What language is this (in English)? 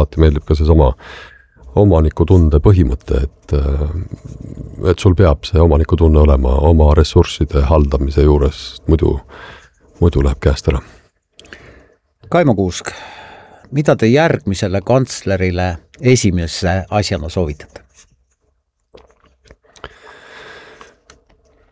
Estonian